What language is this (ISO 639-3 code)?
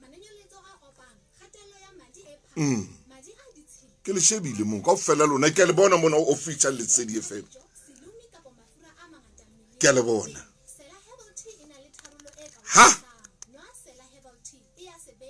sot